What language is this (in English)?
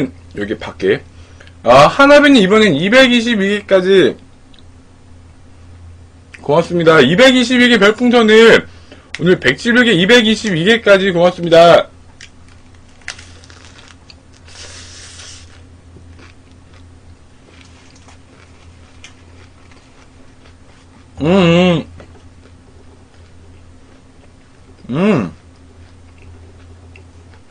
Korean